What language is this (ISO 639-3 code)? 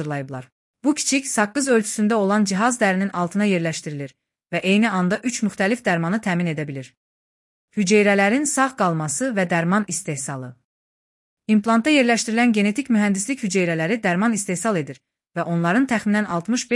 aze